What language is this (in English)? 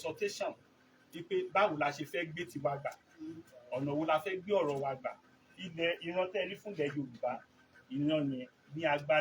Yoruba